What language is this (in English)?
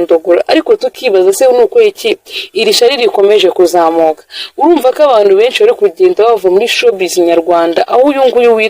Kinyarwanda